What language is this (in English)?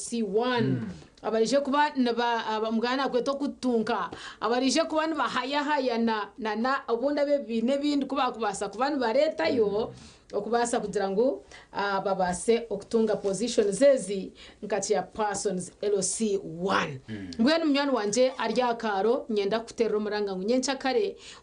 Nyankole